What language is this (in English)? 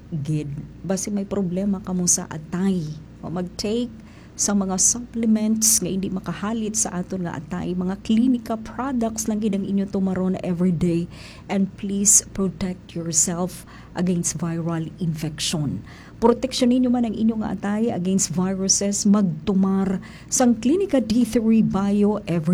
Hiligaynon